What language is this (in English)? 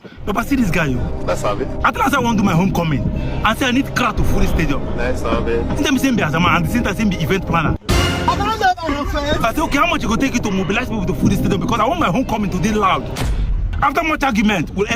Nigerian Pidgin